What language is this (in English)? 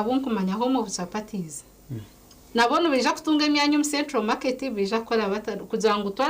Nyankole